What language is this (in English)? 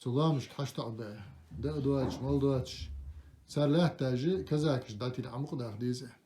Ingush